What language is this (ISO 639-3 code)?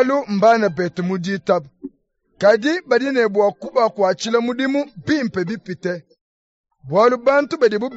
lua